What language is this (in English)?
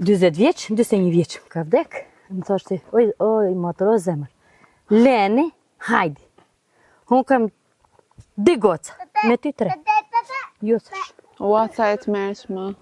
Albanian